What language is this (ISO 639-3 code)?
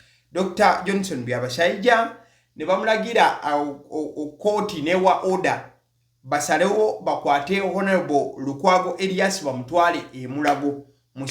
lug